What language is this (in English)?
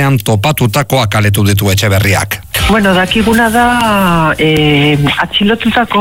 Basque